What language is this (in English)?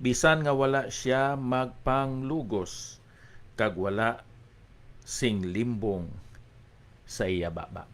Hiligaynon